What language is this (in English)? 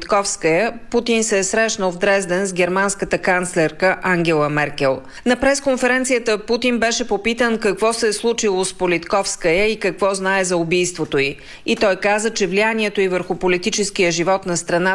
Bulgarian